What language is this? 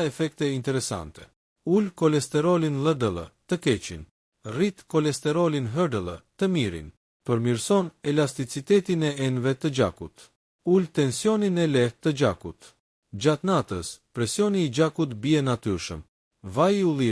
Albanian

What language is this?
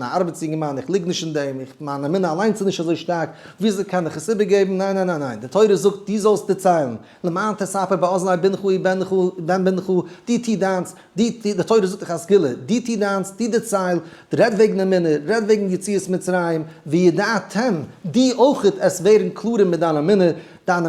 Yiddish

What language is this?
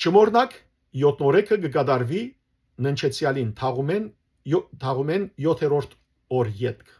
Western Armenian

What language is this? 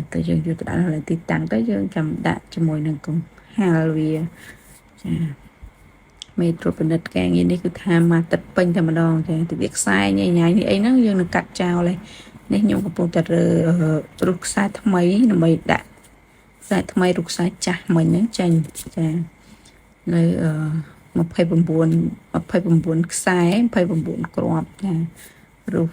Khmer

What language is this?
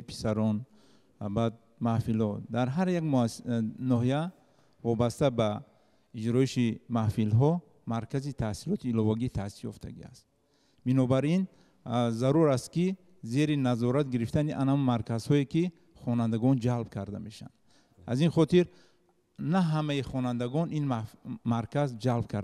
Tajik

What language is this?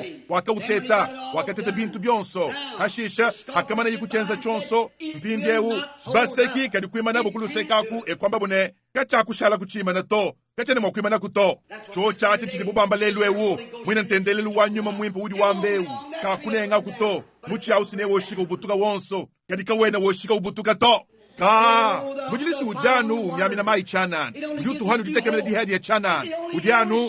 Luba-Lulua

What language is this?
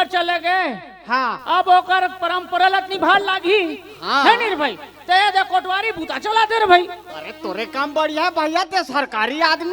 Chhattisgarhi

